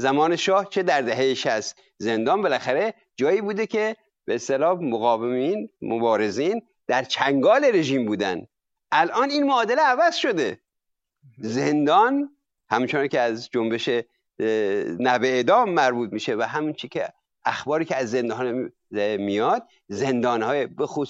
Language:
Persian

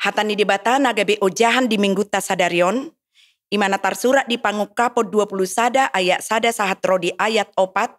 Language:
Batak Toba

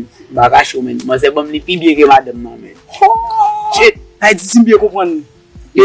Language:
Haitian Creole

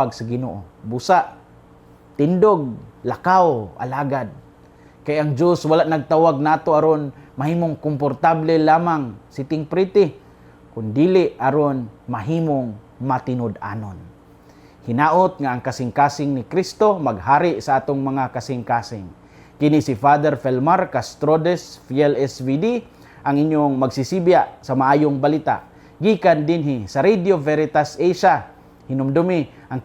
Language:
Cebuano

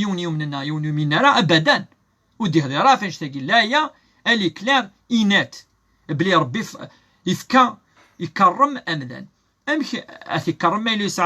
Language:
Kabyle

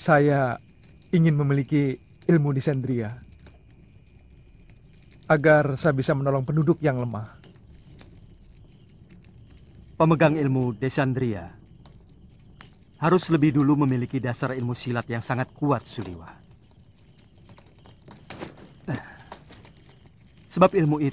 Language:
Indonesian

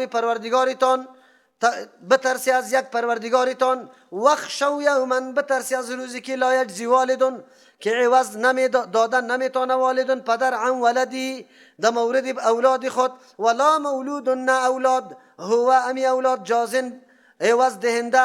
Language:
Persian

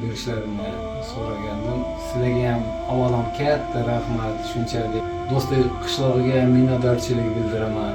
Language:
Uzbek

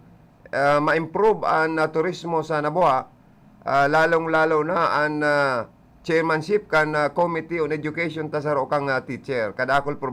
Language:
Bikol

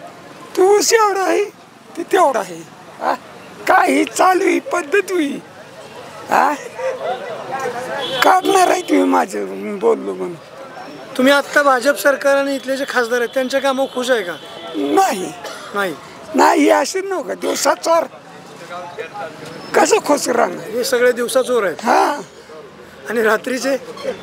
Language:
Marathi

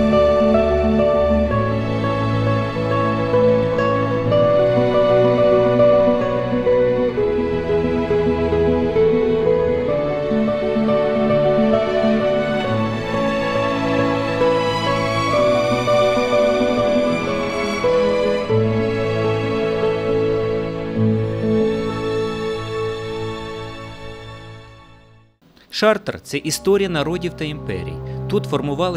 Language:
Ukrainian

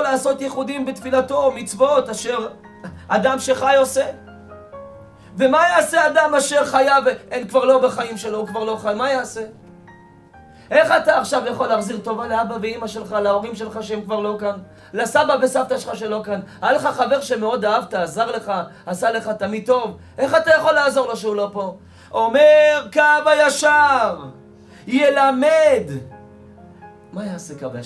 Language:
Hebrew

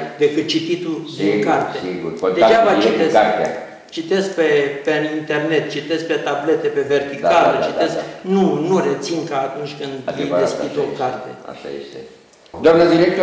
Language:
Romanian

